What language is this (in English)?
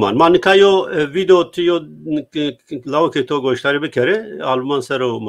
Zaza